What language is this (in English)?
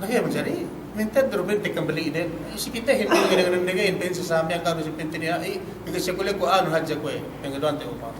Yakan